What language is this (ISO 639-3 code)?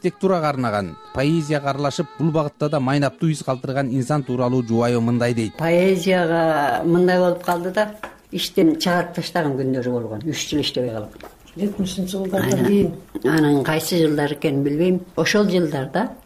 kir